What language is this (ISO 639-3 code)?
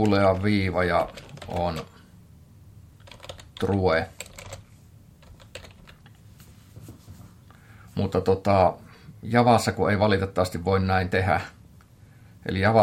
fin